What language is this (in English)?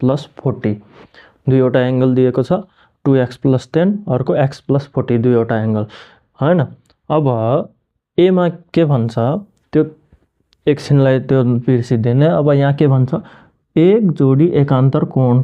Nepali